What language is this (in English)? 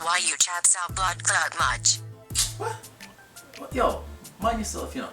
Jamaican Creole English